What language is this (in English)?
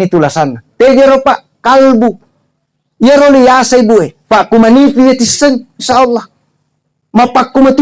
Buginese